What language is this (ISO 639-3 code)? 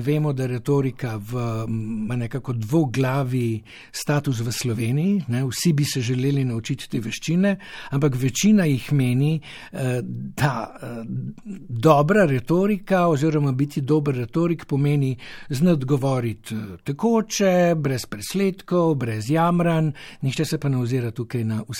slv